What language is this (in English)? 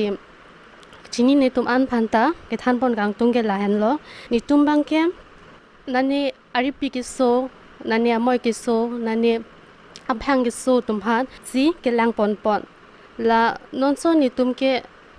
Karbi